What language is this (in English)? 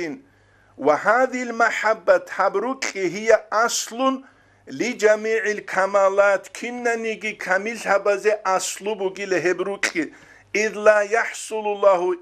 Avaric